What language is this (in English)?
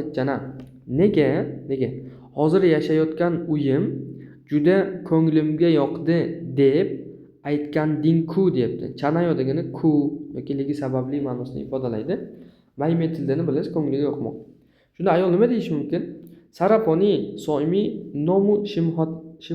Uzbek